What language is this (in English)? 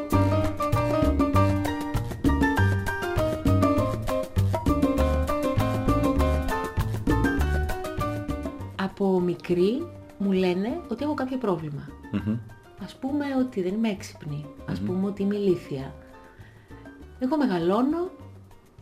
Greek